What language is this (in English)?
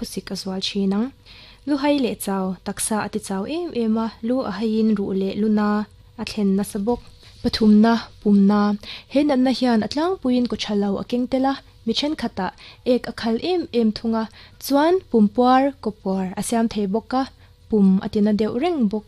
Mizo